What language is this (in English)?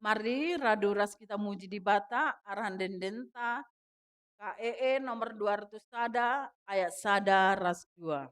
Batak Karo